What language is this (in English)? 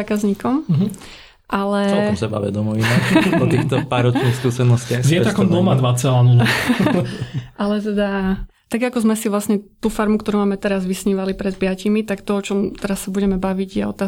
Slovak